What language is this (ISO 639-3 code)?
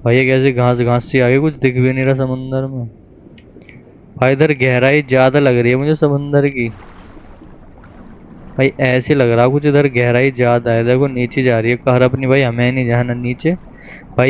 hin